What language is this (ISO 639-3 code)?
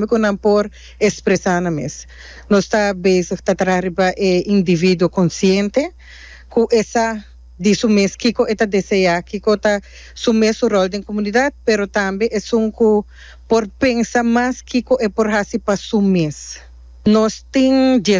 pap